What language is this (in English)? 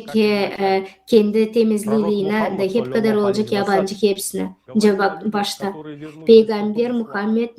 Gagauz